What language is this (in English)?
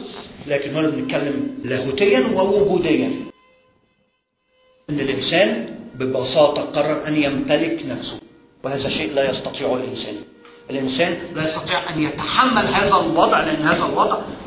Egyptian Arabic